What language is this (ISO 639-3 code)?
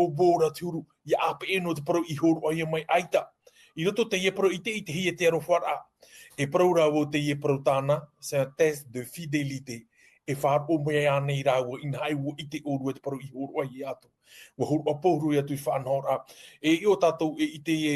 tah